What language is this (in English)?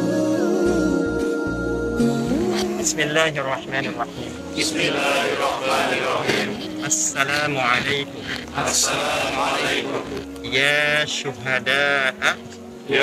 Indonesian